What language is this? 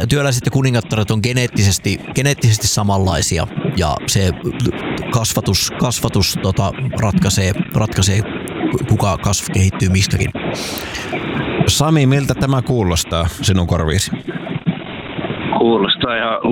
Finnish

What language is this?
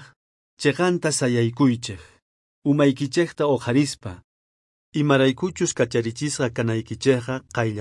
South Bolivian Quechua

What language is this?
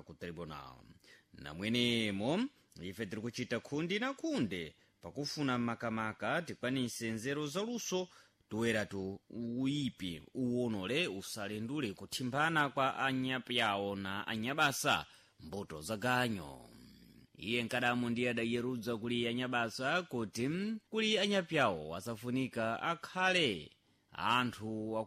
Sena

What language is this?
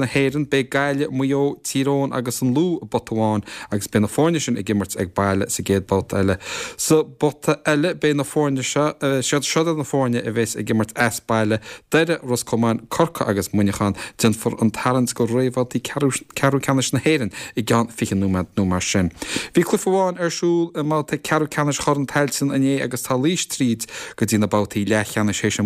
Irish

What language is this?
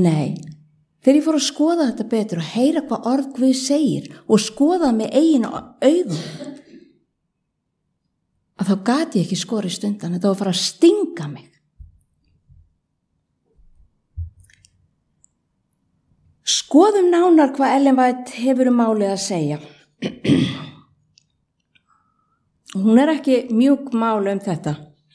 Icelandic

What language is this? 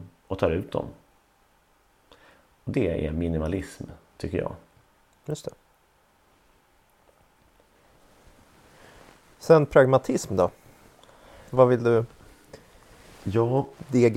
Swedish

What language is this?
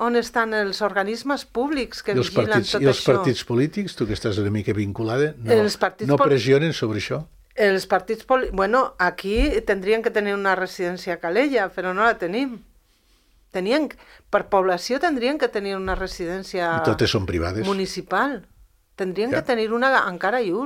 Catalan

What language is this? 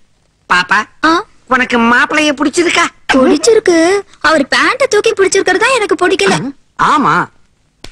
Tamil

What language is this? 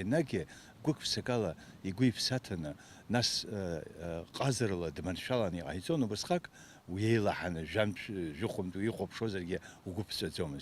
Abkhazian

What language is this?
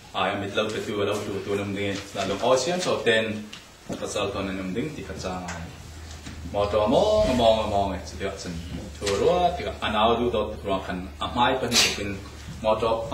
Falam Chin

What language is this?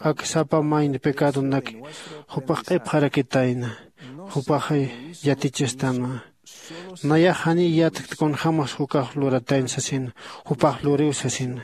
Aymara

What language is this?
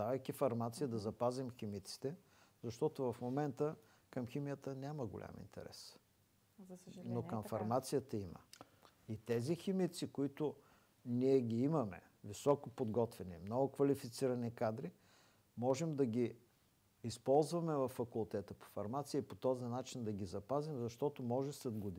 Bulgarian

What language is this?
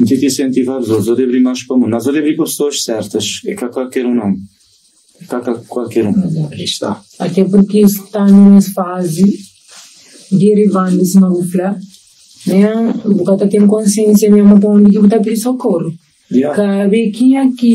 Kabuverdianu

